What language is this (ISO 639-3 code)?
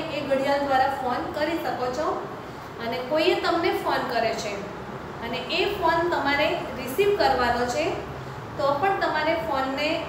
guj